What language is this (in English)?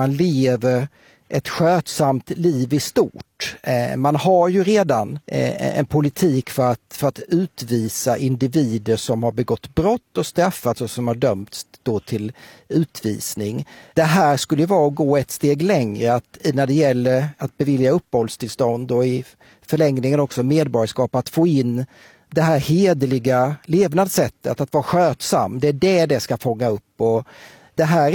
Swedish